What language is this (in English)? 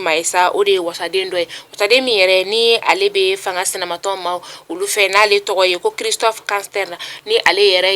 Bambara